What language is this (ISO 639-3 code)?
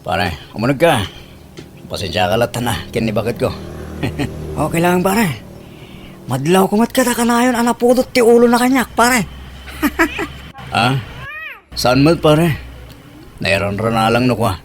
ilo